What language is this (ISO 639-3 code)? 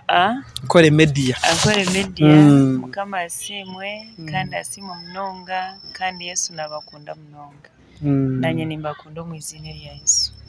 nyn